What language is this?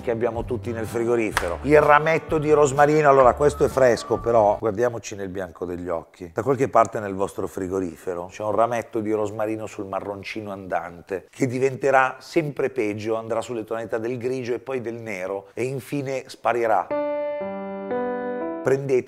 Italian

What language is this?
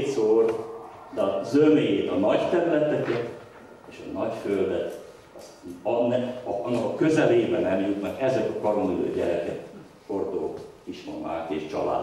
Hungarian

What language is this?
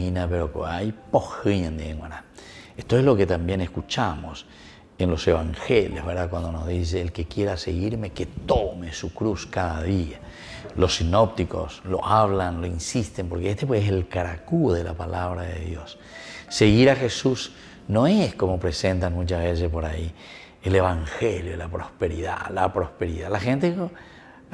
Spanish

